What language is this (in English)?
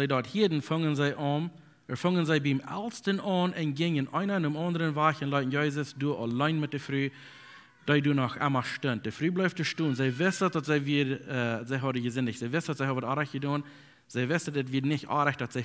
Plautdietsch